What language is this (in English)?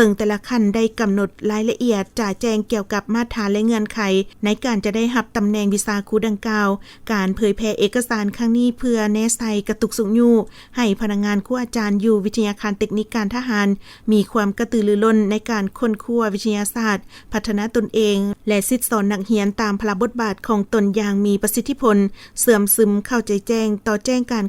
Lao